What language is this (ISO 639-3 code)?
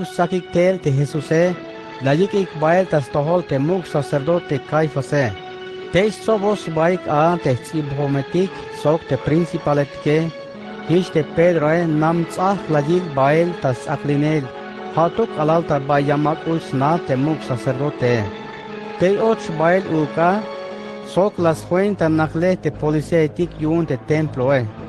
tzh